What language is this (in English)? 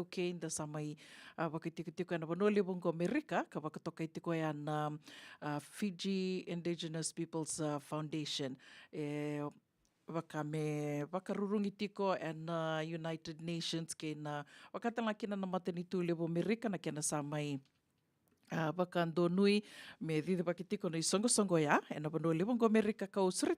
Fijian